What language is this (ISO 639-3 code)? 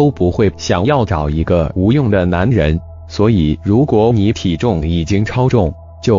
zho